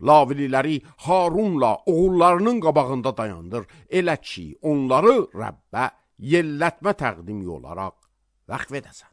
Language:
Azerbaijani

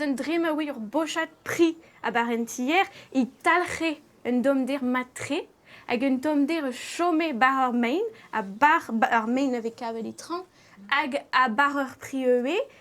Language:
Breton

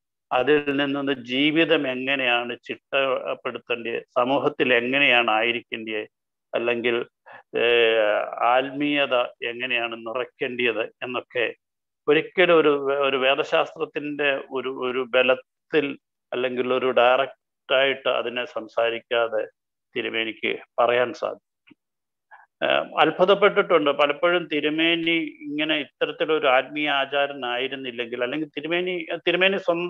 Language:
Malayalam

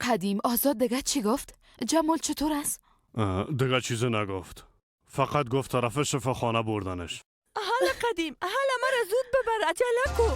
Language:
Persian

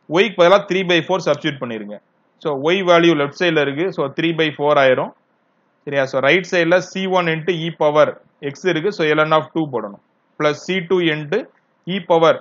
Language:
Tamil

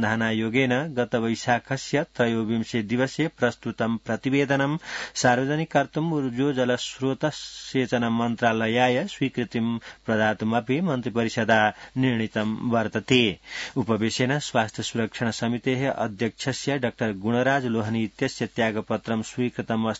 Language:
Sanskrit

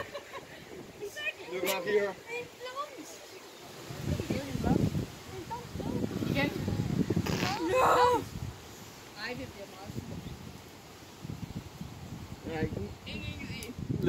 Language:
Danish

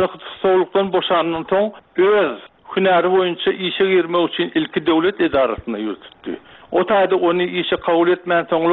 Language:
Turkmen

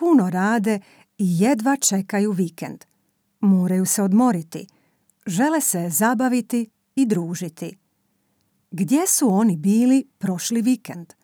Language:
Serbian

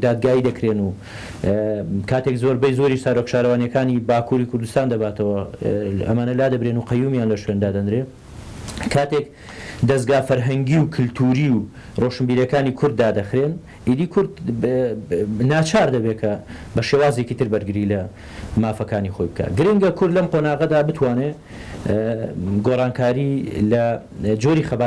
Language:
Central Kurdish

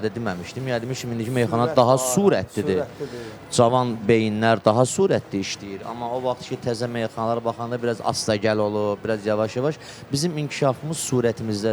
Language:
Azerbaijani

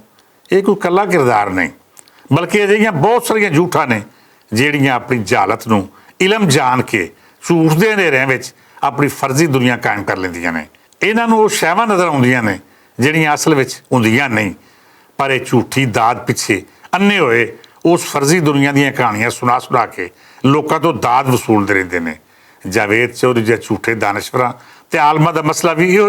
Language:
Western Panjabi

